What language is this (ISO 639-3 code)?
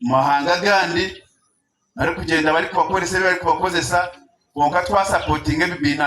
nyn